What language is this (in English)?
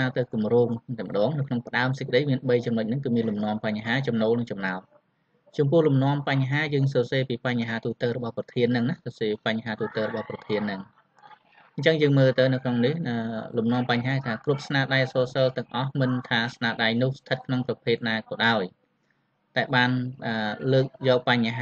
Khmer